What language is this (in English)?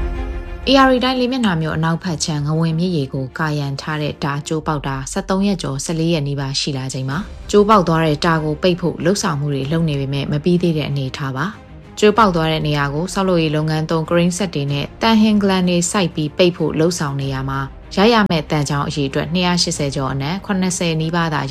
Burmese